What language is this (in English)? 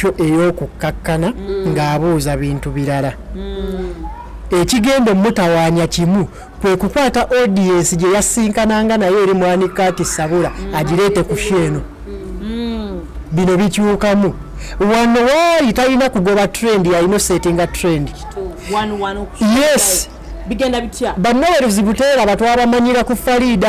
Ganda